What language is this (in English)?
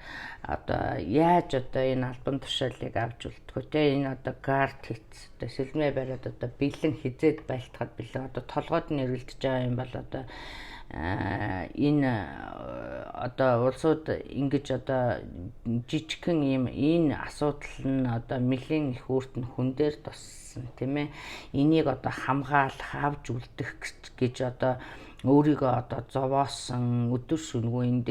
Mongolian